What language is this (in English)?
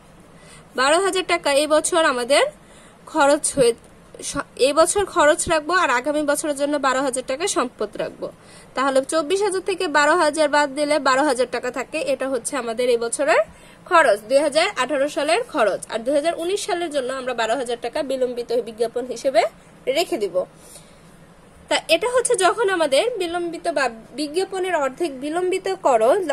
Bangla